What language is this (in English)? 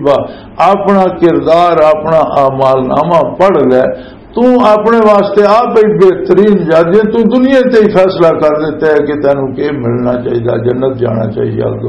Western Panjabi